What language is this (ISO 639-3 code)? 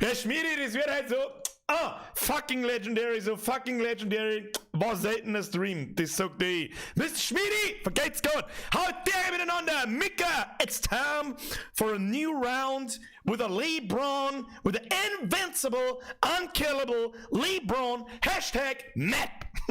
bar